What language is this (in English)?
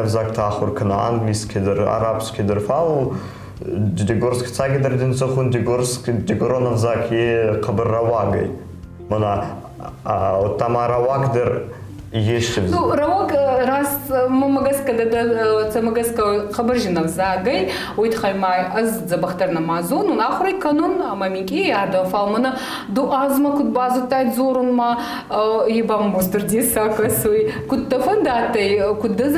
Ossetic